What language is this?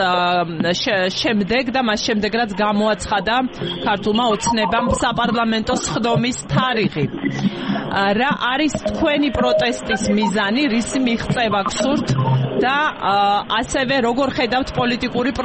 Georgian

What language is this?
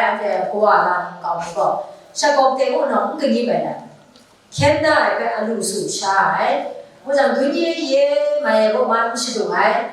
Kachin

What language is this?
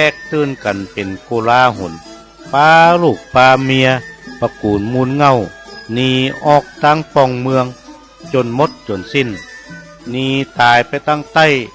Northern Thai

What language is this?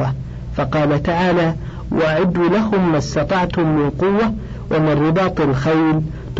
Arabic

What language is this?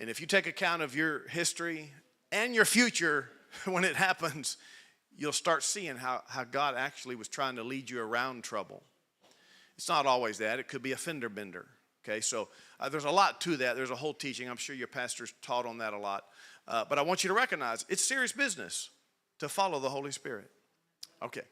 English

